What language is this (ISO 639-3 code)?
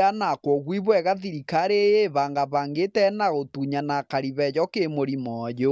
mer